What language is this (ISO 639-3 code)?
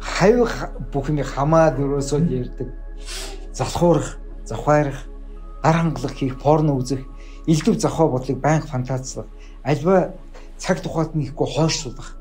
mon